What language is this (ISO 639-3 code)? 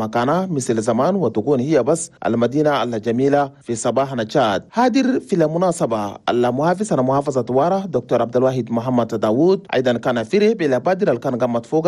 shu